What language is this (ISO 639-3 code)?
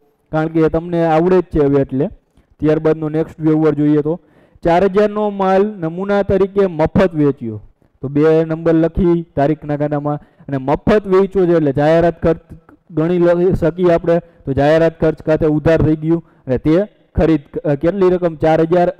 guj